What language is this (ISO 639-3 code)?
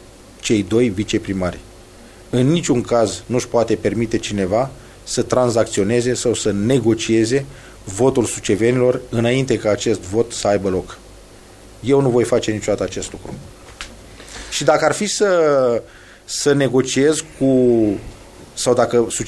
ron